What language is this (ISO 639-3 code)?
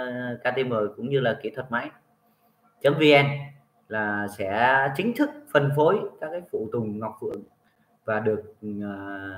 vie